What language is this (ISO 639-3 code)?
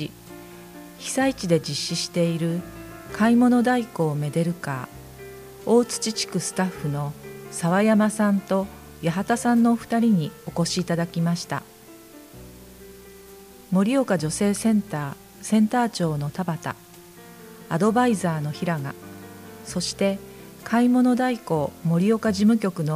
jpn